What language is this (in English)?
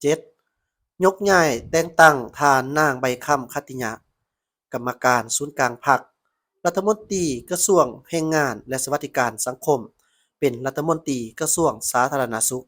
Lao